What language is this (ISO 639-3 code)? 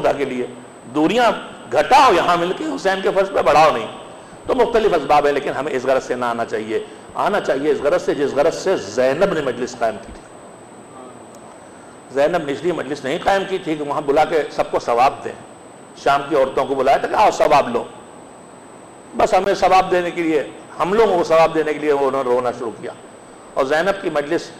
urd